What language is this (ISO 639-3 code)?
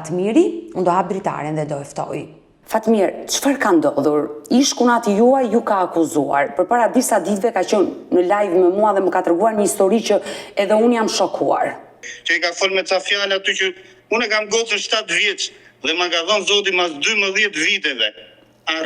sqi